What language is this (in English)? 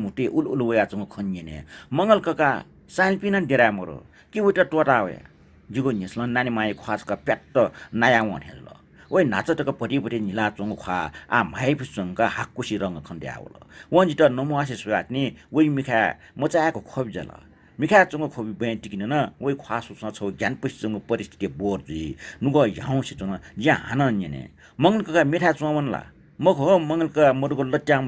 Newari